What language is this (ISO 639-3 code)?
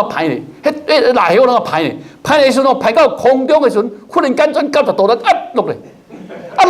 nan